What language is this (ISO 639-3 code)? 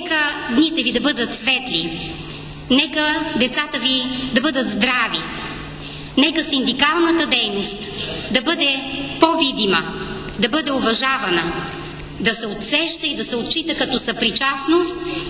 bul